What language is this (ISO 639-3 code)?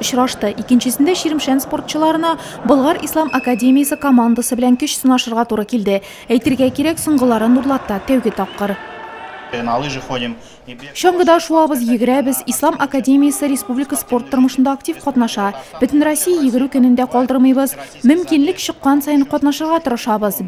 tat